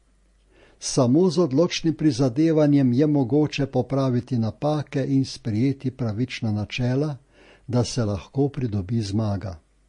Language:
Slovenian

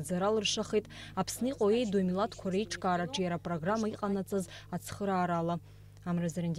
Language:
Abkhazian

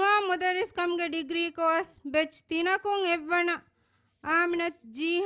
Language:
Divehi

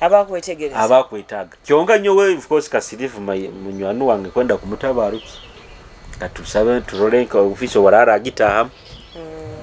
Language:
Nyoro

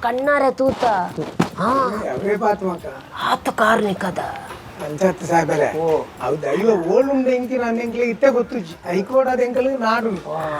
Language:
Tulu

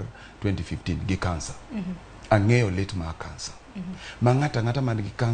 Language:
Luo (Kenya and Tanzania)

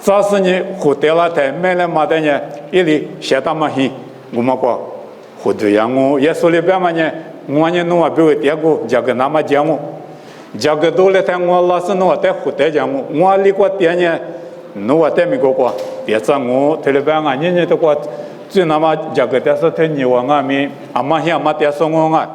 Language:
Lisu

